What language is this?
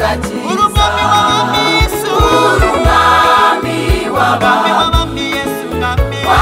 Kinyarwanda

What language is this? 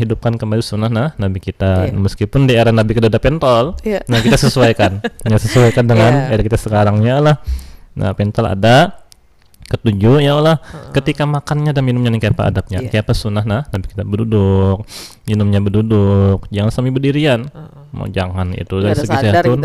Banjar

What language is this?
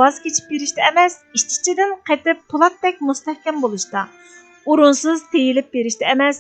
Uyghur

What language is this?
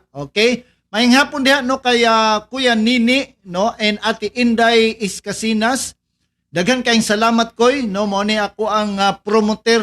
Cebuano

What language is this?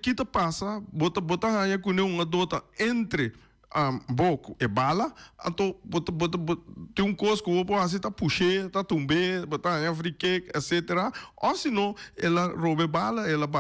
Papiamento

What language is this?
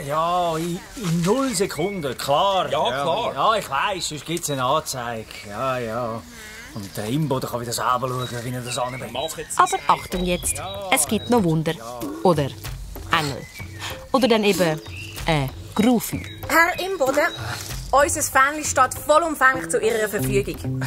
Swiss German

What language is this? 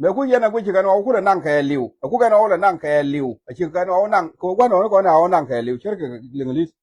Nuer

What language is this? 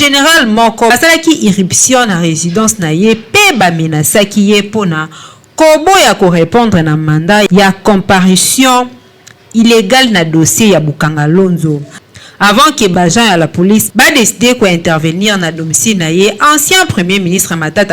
Lingala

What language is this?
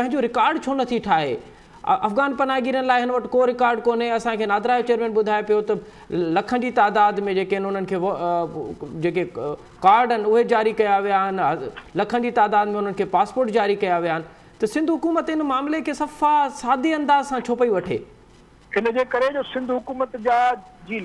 Sindhi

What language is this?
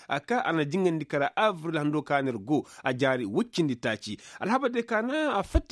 Koyraboro Senni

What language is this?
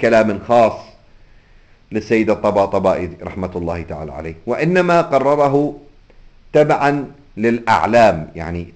Arabic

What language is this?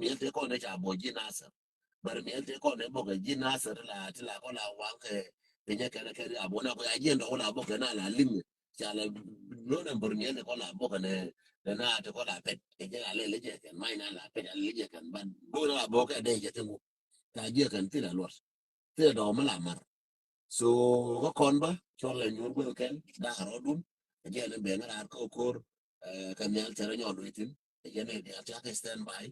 Nuer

